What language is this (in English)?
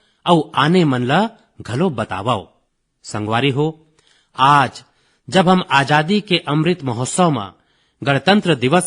Chhattisgarhi